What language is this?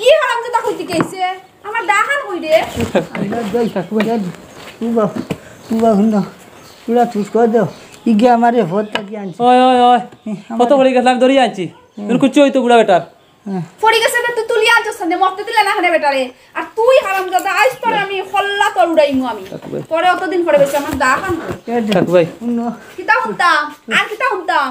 Sylheti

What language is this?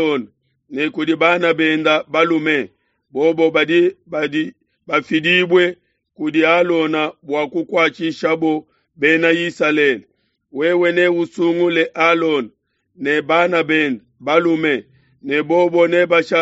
Luba-Lulua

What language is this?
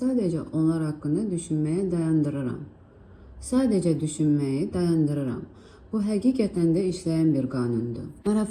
Azerbaijani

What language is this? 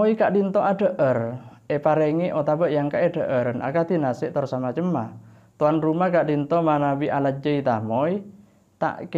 Madurese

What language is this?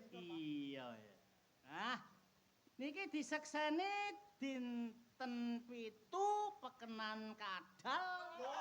Javanese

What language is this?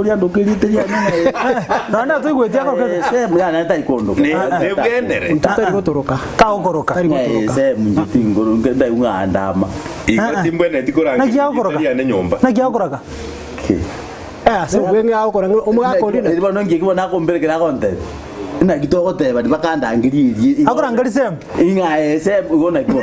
Gusii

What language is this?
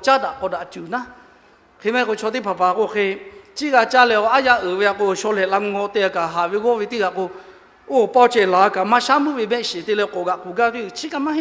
Lahu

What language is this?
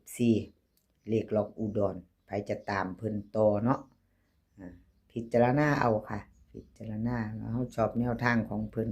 Northeastern Thai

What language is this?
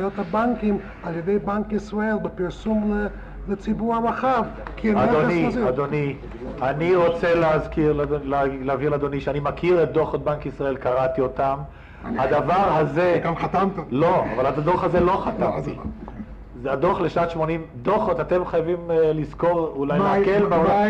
Hebrew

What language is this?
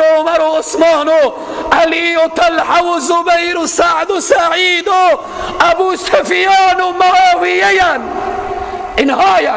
Persian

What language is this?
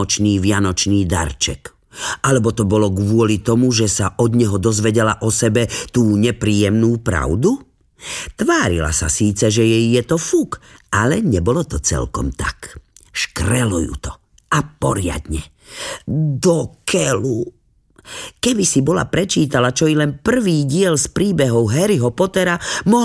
Slovak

